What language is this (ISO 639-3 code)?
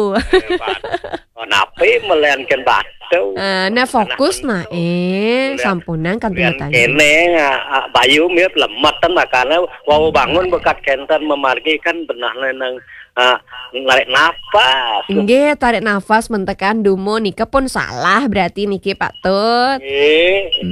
ban